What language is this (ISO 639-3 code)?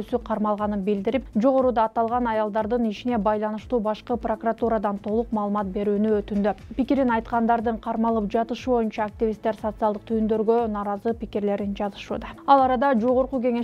kir